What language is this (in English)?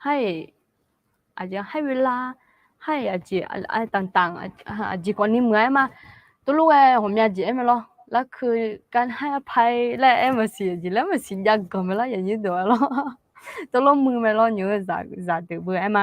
Akha